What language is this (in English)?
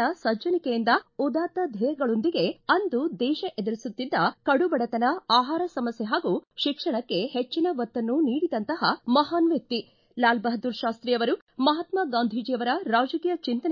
Kannada